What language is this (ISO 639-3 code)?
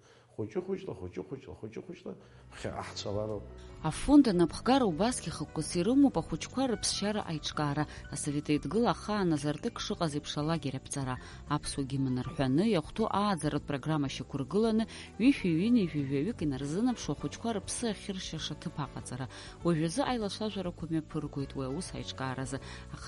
abk